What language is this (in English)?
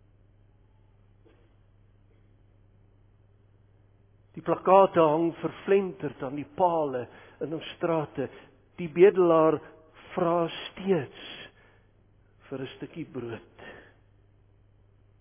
Afrikaans